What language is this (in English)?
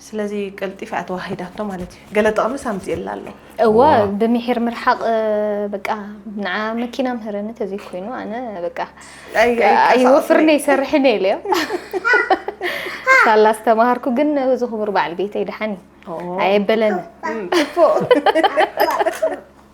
Tigrinya